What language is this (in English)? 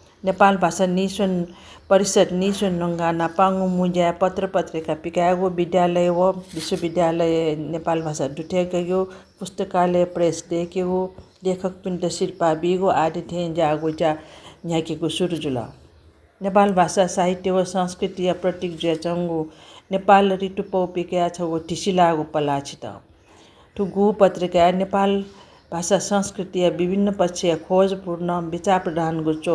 Newari